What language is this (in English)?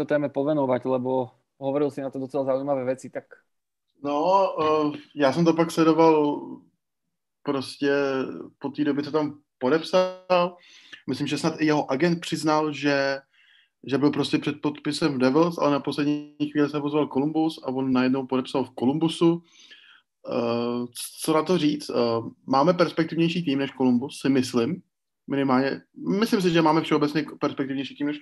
Czech